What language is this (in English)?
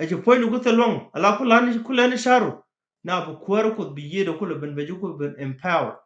Nuer